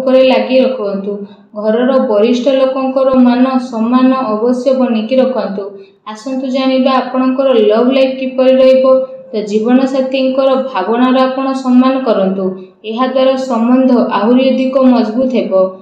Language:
Odia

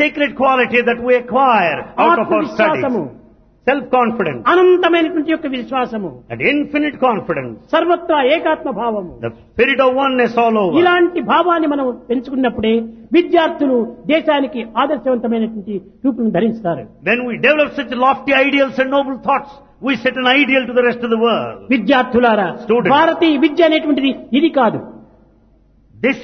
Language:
Telugu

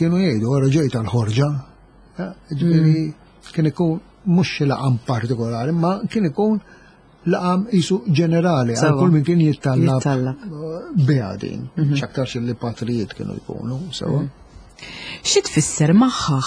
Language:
Maltese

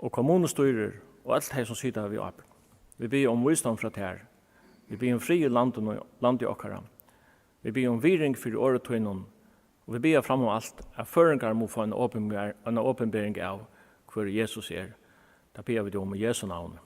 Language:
Faroese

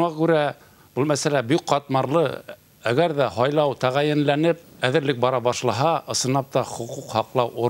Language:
Bashkir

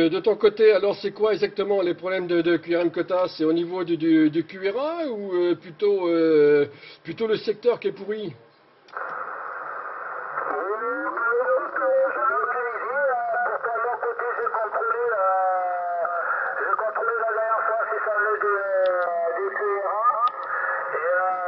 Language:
French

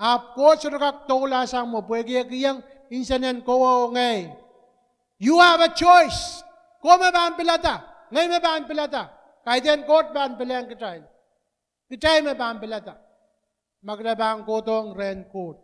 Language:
Pohnpeian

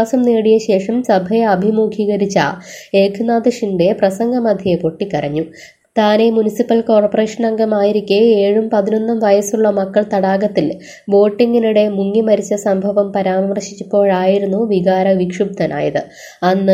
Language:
Malayalam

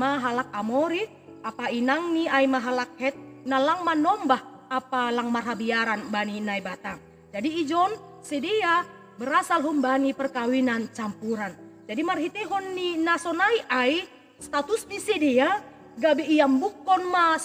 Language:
Batak Simalungun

